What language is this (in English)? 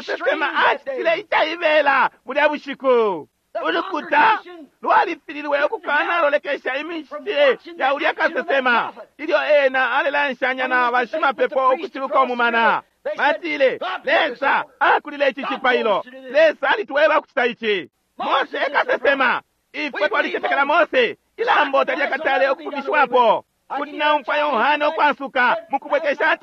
Bemba